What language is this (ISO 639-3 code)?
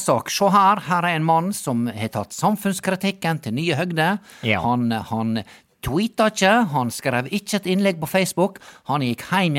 nor